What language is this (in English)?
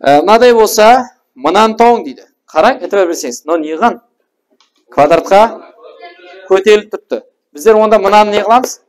Kara-Kalpak